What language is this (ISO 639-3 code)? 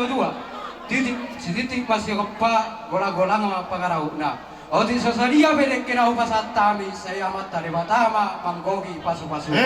bbc